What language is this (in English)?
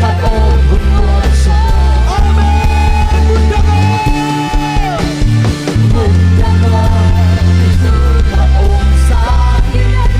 Tedim Chin